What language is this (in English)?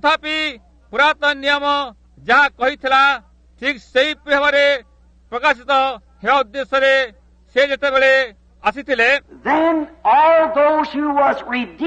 Odia